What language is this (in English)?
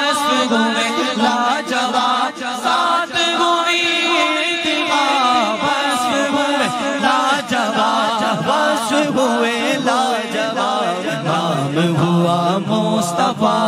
Urdu